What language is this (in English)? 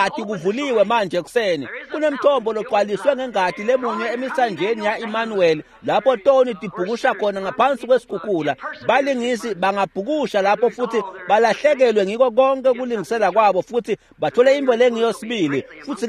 Swati